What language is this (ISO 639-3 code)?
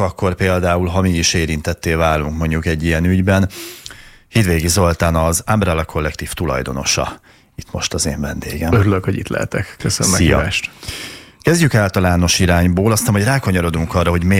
hun